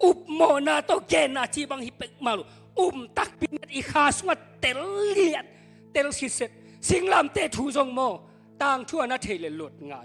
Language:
Tedim Chin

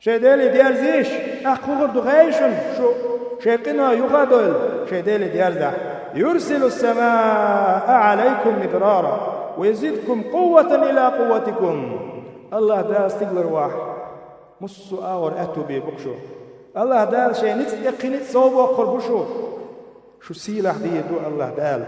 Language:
Chechen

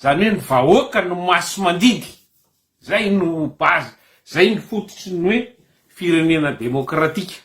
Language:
Malagasy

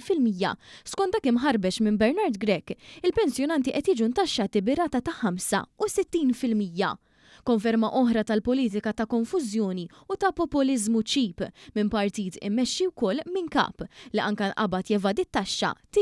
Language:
Maltese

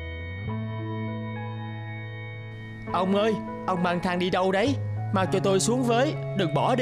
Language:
Vietnamese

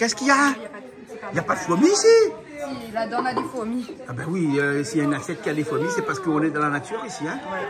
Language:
Réunion Creole French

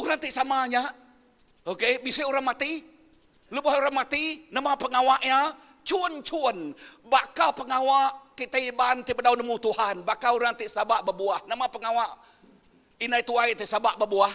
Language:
Iban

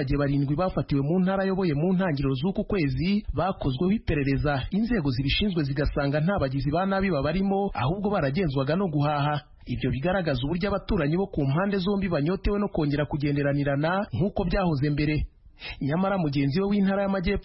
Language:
Kinyarwanda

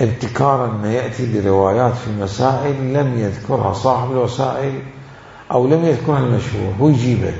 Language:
Mesopotamian Arabic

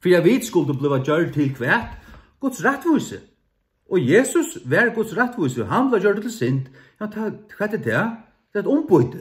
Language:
Faroese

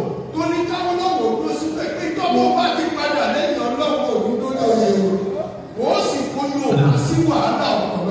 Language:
Yoruba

